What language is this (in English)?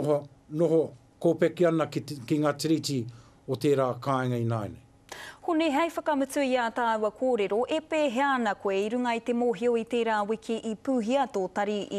Māori